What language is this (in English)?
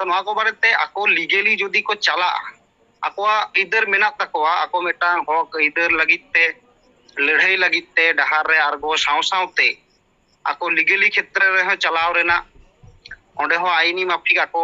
Santali